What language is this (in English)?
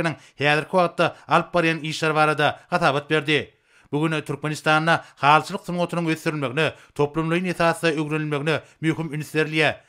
Turkmen